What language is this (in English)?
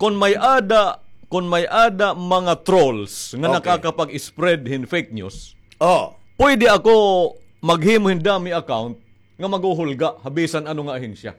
Waray